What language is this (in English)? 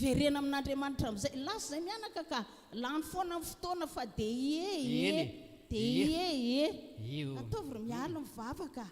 Malagasy